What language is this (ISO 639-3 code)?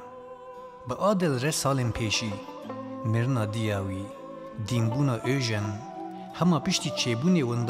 kur